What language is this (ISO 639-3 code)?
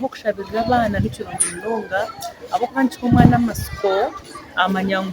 nyn